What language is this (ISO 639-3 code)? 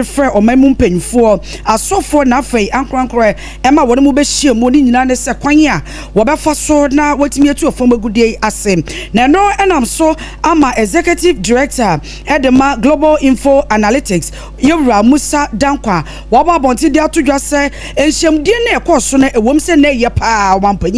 aka